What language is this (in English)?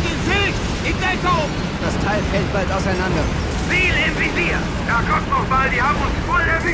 Bavarian